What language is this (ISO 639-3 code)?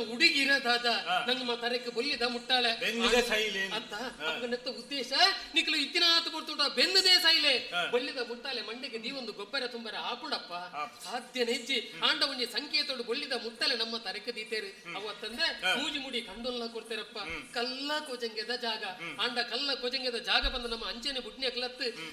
tcy